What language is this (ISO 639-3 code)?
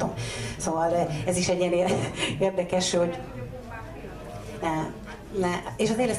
hun